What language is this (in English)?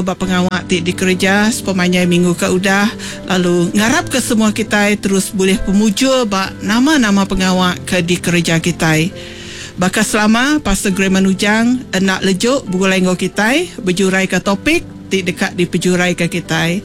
Iban